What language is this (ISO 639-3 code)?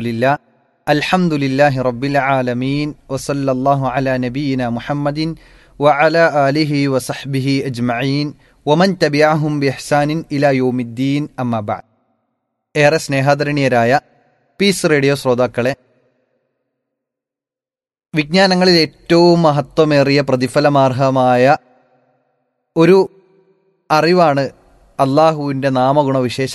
mal